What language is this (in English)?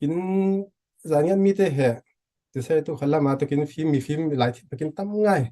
Falam Chin